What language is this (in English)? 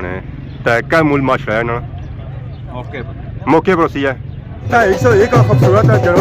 Pahari-Potwari